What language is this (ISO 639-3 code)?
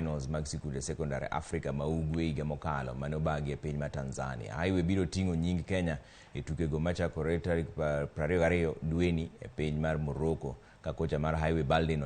luo